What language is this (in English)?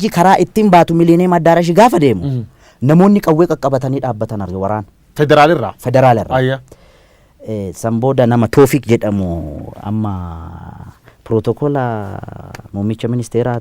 Oromo